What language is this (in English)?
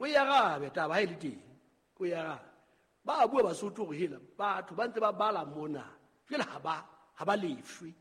Southern Sotho